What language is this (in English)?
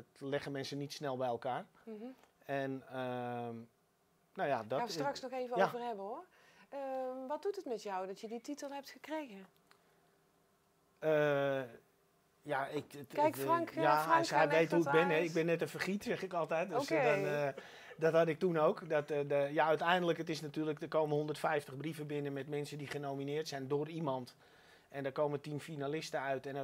Dutch